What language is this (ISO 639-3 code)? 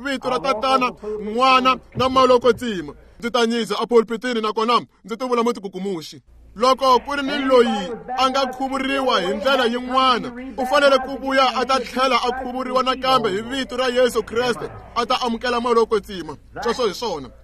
tso